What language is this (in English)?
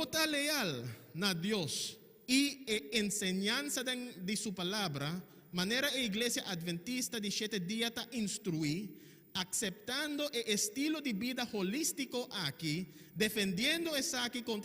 Papiamento